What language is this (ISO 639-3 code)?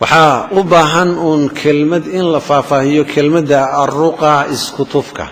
som